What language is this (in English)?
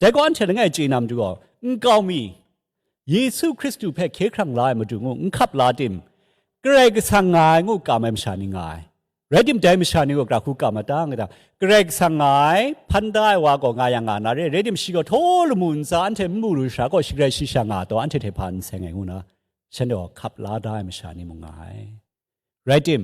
Kachin